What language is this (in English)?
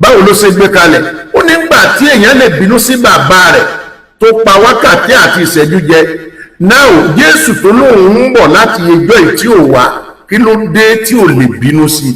Yoruba